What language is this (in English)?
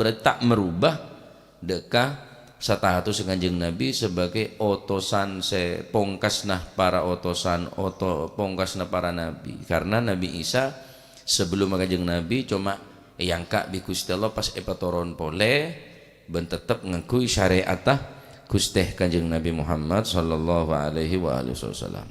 Madurese